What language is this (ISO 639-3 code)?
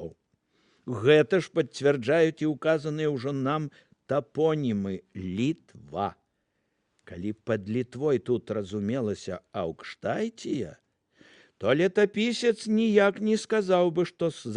bel